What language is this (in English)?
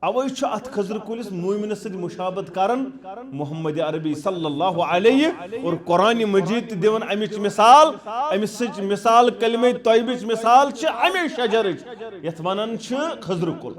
Kashmiri